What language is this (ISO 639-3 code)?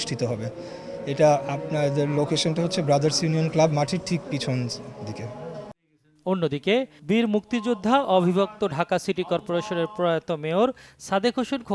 ben